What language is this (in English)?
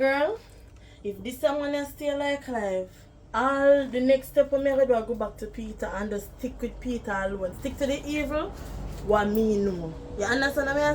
Jamaican Creole English